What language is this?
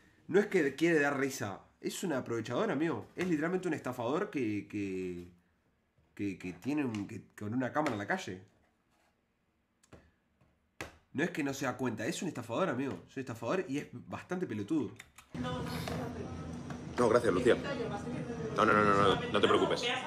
Spanish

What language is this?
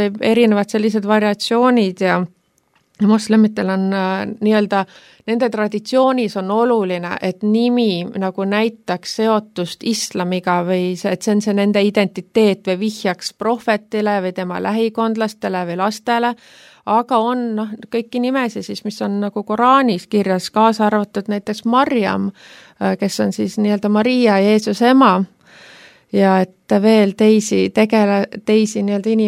Estonian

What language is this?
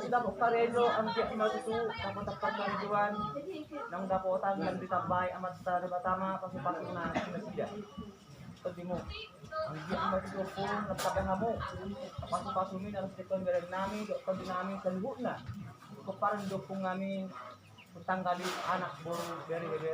Batak Toba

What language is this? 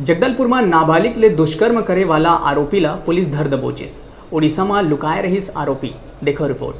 Chhattisgarhi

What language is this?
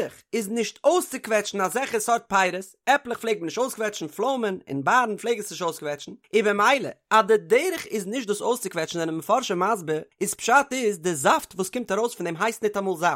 Yiddish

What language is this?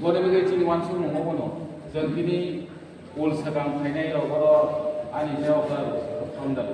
Kok Borok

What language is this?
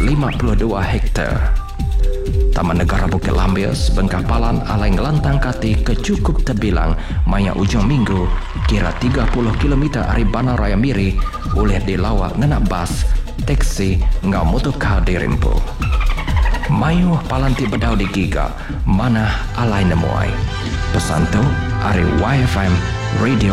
Iban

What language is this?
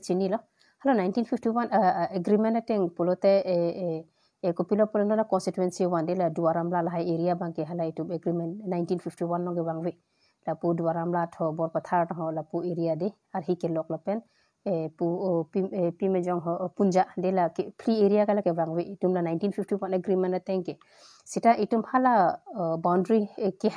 Karbi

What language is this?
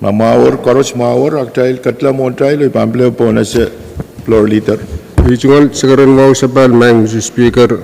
Pohnpeian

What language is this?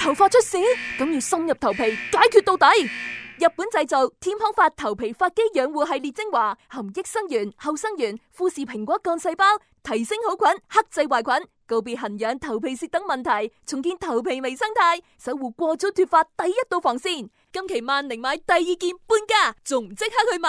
Cantonese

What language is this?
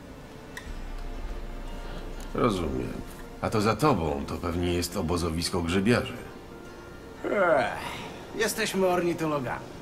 Polish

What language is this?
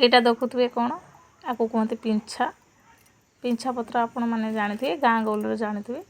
Odia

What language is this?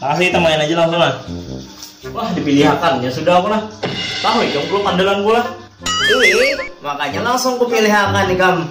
Banjar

